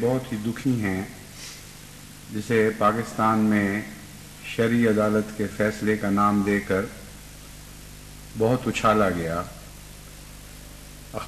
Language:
Urdu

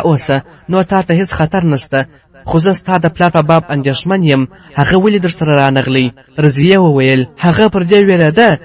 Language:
Pashto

